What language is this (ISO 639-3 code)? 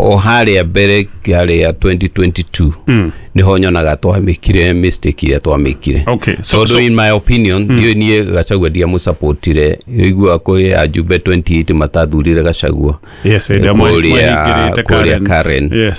kik